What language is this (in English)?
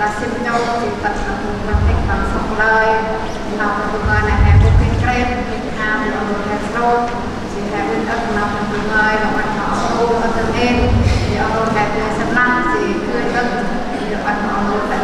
Central Mnong